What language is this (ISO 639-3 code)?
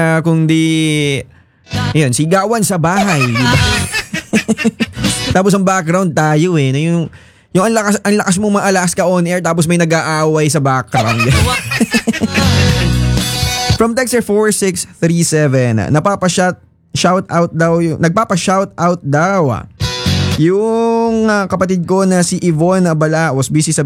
fil